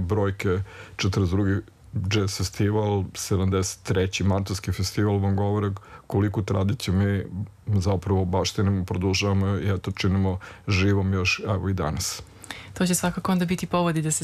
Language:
Serbian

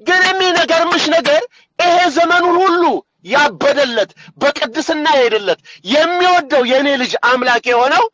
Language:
Amharic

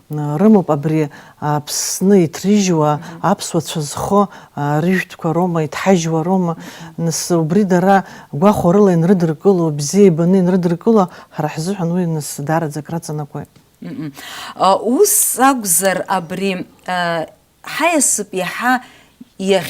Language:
Abkhazian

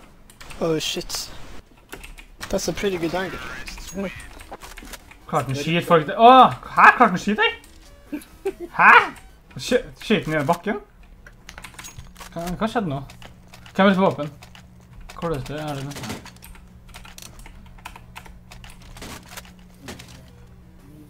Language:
Norwegian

